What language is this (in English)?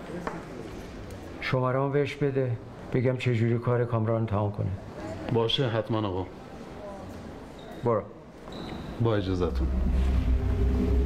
Persian